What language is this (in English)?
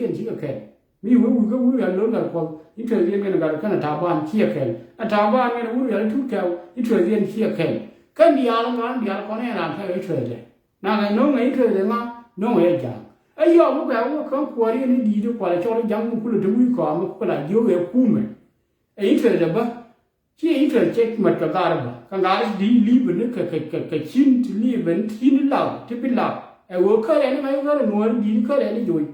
Nuer